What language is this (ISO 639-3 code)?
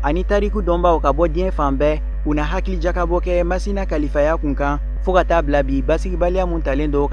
bam